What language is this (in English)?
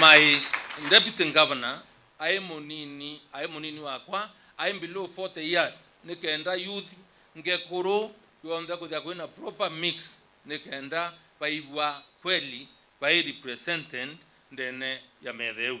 Meru